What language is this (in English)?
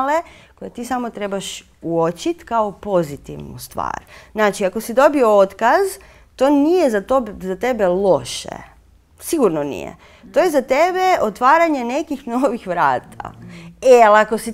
Croatian